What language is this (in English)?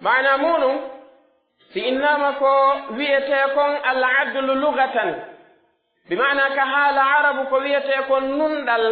Pular